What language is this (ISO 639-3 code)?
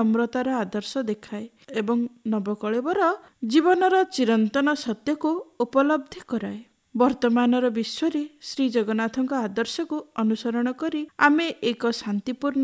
ori